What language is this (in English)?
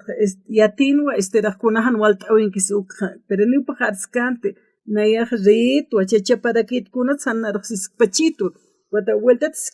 Aymara